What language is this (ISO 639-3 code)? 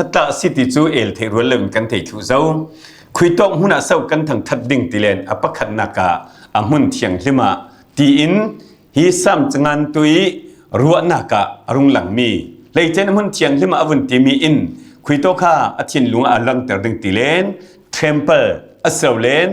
cfm